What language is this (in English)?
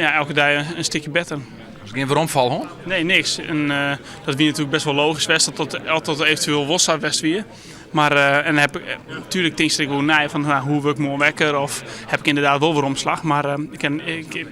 Western Frisian